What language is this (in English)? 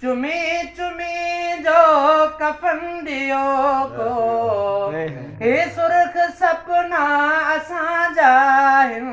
Sindhi